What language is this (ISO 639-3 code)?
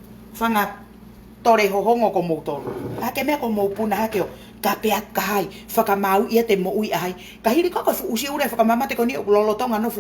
ton